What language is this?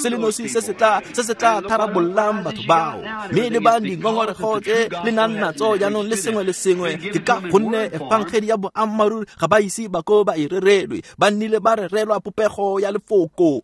Tswana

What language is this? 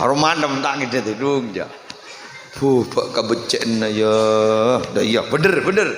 Madurese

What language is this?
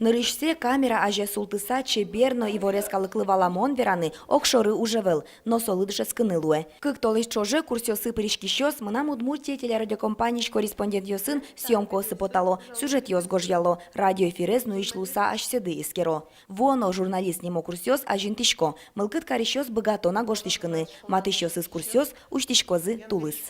Udmurt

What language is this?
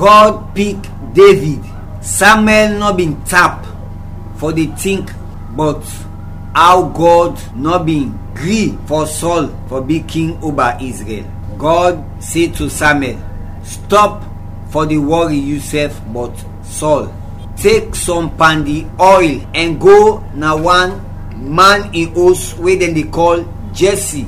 Krio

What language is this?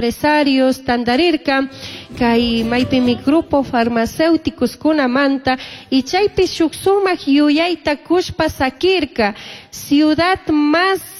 Chimborazo Highland Quichua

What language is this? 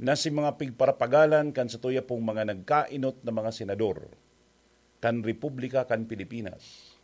Bikol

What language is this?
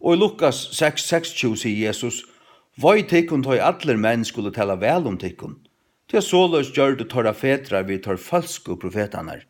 Faroese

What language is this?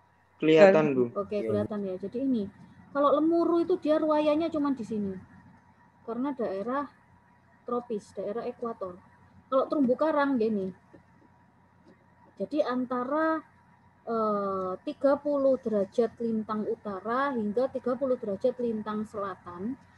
Indonesian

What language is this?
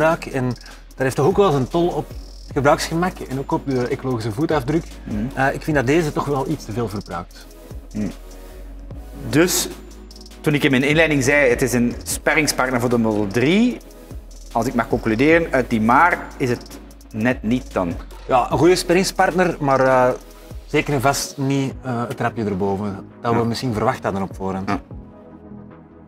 Dutch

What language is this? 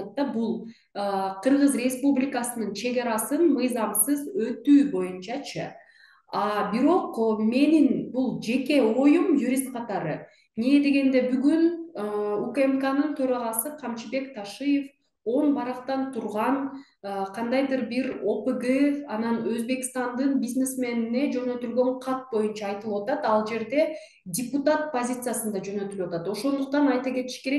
Kyrgyz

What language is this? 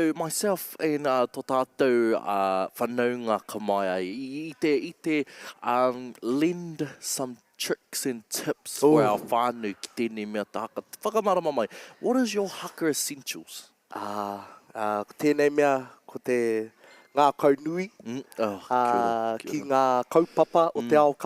Māori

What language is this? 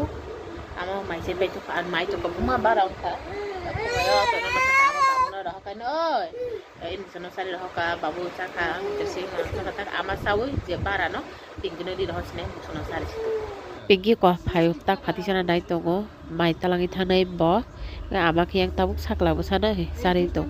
Kok Borok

